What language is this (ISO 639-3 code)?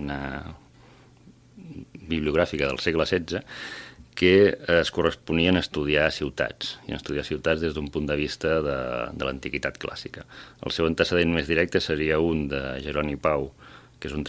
cat